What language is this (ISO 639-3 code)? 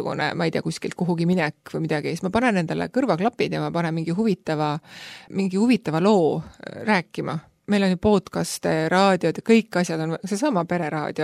est